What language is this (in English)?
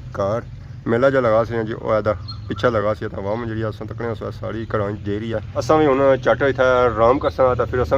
Pahari-Potwari